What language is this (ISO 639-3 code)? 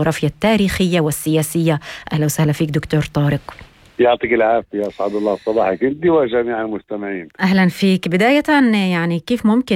apc